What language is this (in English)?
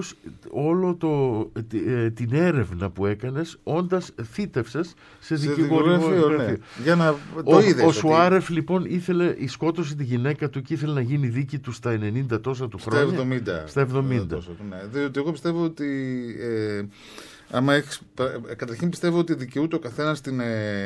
Greek